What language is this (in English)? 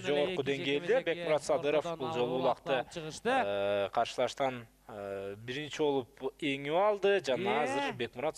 Kyrgyz